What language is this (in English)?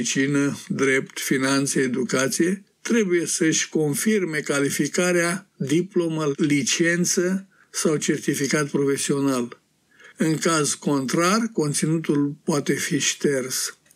Romanian